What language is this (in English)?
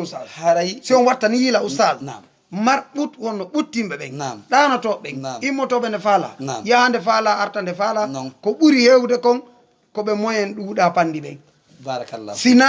Fula